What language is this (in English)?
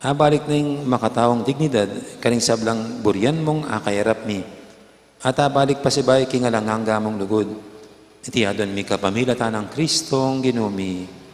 Pampanga